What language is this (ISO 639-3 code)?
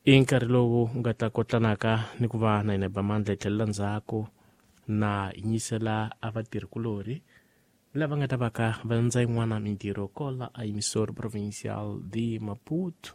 tso